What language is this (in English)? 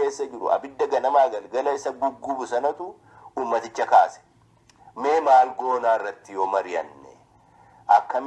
Oromo